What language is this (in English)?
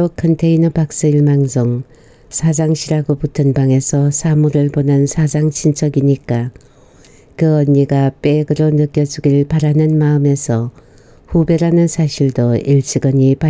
Korean